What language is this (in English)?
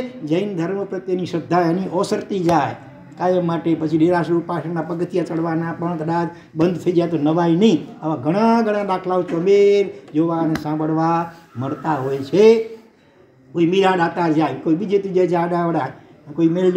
Gujarati